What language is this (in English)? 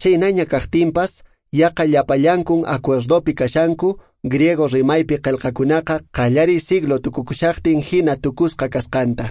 Quechua